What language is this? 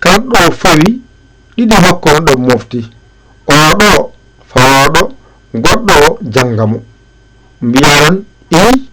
Fula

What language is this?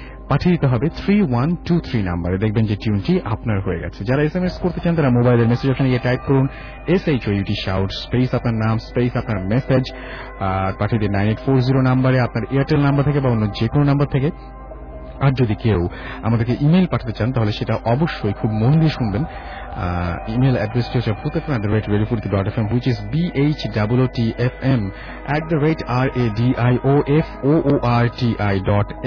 Bangla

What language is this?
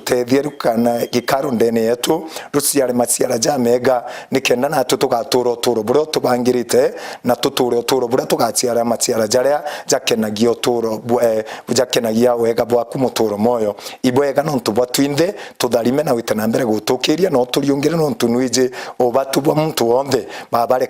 Meru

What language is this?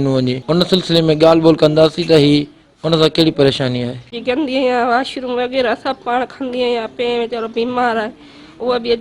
Sindhi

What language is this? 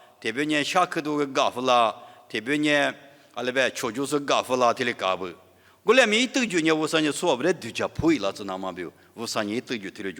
Lisu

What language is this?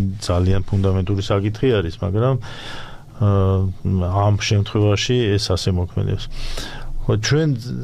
Georgian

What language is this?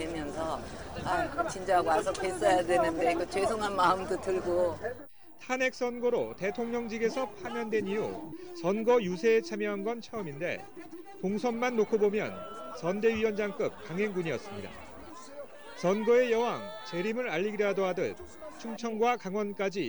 Korean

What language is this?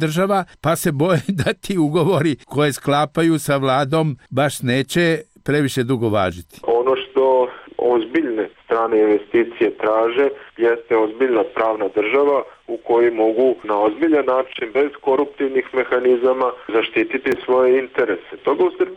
Serbian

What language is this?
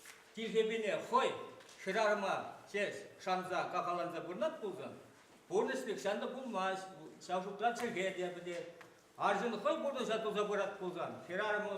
Chuvash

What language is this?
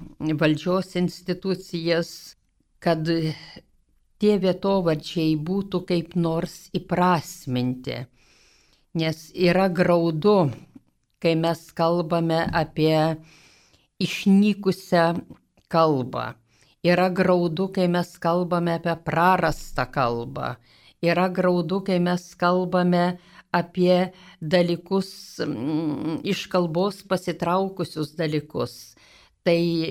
Lithuanian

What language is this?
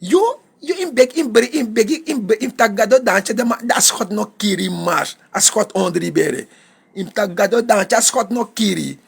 Sranan Tongo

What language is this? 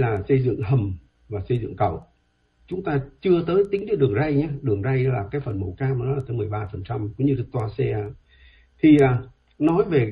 Vietnamese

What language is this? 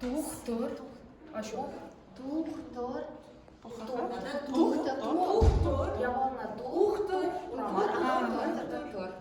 Chuvash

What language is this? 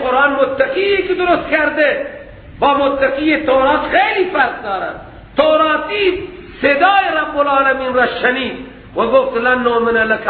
Persian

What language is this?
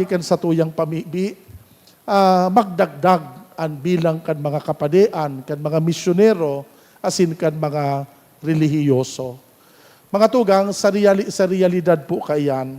Bikol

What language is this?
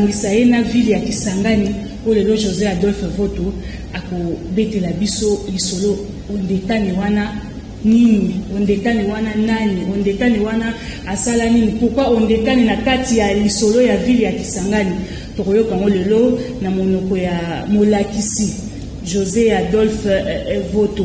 Lingala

